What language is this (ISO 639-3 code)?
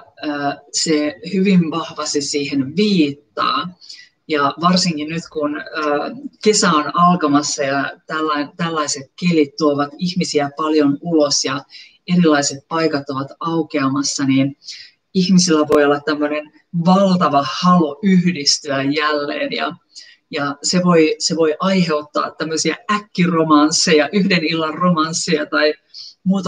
fin